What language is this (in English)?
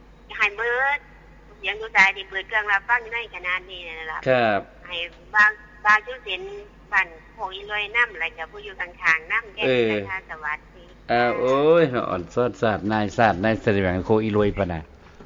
Thai